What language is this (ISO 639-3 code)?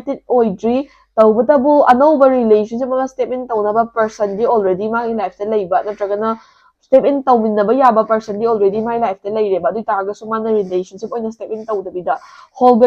mni